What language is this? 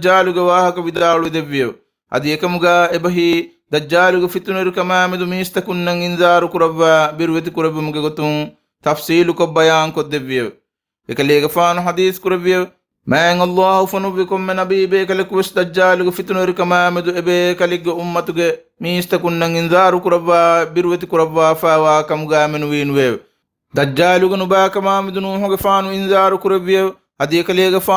Divehi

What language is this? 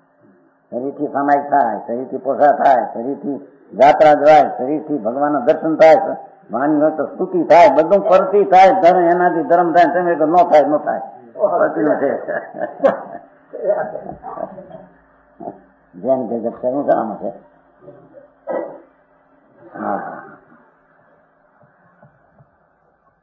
Gujarati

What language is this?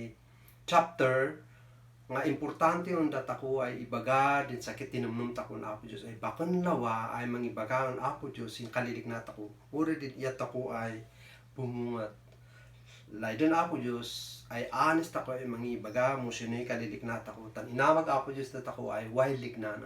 Kankanaey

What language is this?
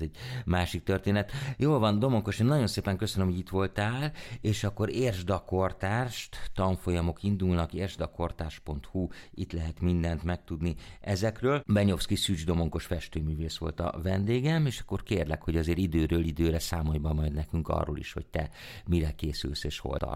Hungarian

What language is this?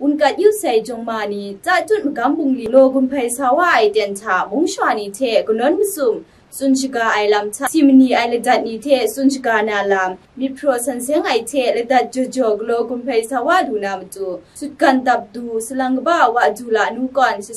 Kachin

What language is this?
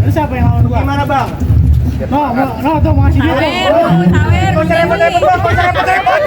Betawi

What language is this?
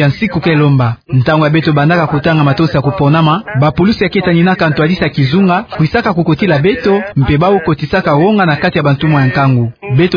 Kituba (Democratic Republic of Congo)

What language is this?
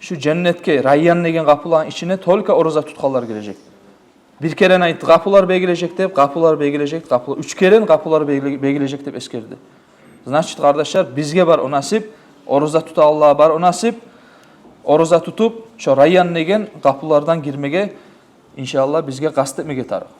Kumyk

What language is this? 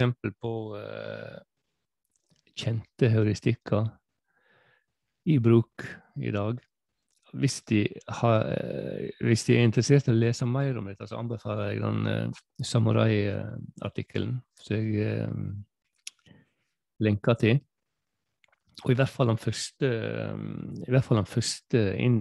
Norwegian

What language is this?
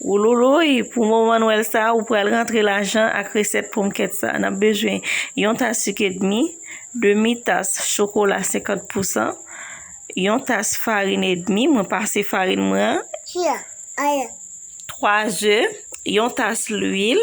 Haitian Creole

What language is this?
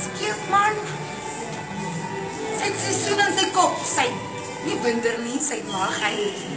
Afrikaans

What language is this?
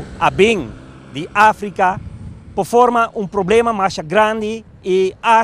Papiamento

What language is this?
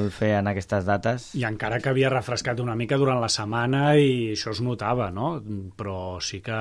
Catalan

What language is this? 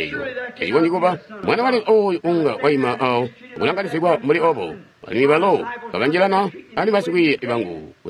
Tonga (Zambia)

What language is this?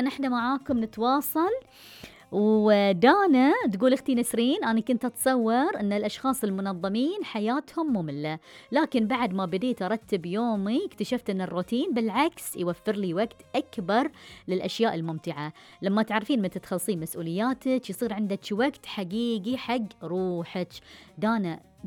Gulf Arabic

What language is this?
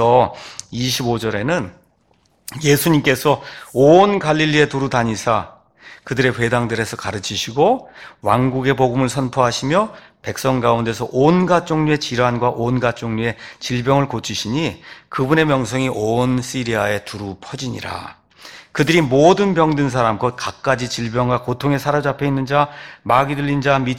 Korean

